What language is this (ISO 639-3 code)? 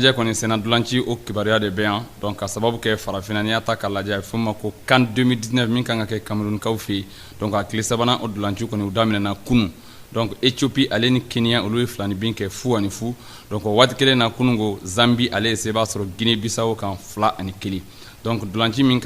bam